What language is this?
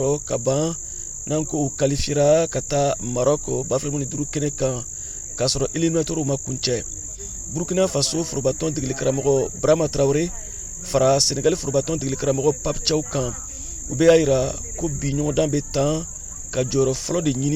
Bambara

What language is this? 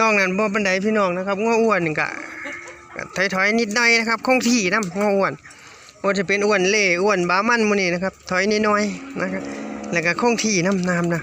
Northeastern Thai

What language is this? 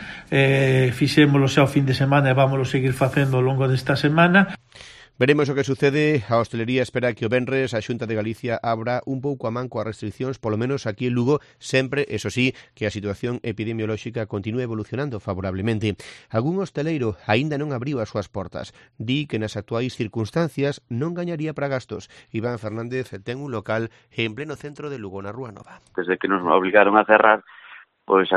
Galician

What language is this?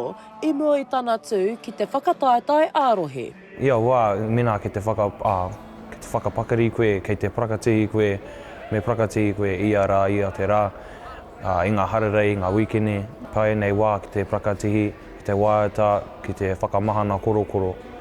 Māori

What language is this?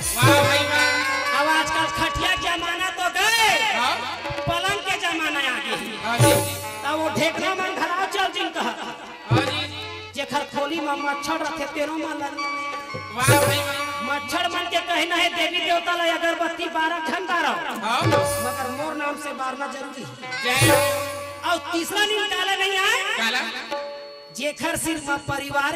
Chhattisgarhi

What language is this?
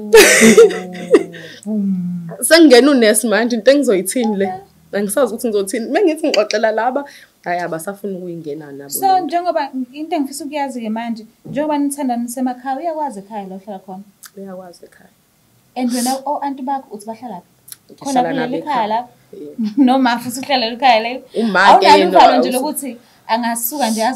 Zulu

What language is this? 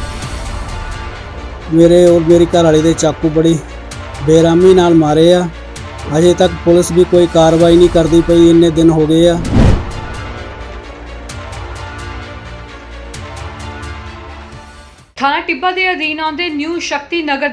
Punjabi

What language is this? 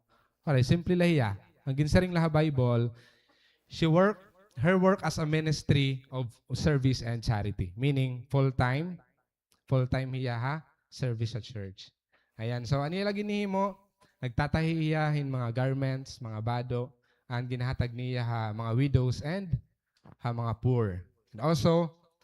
Waray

